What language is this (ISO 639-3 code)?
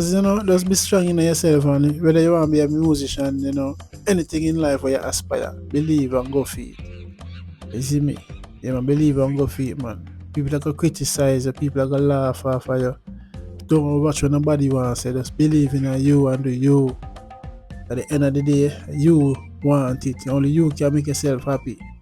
jam